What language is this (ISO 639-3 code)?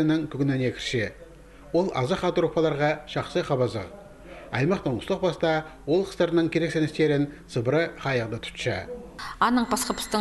kjh